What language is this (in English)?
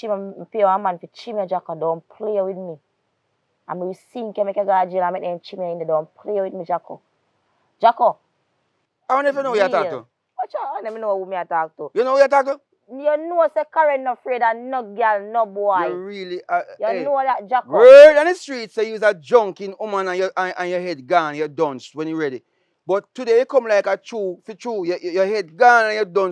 Jamaican Creole English